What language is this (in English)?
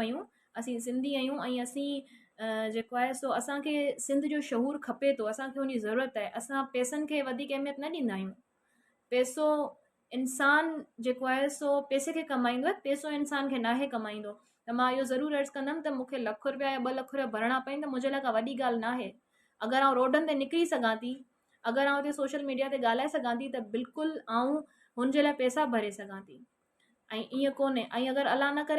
Sindhi